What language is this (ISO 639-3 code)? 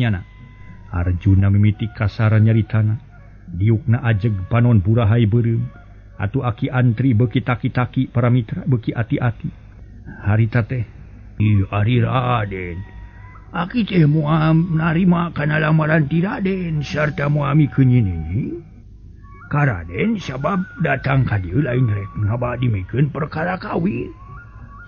sun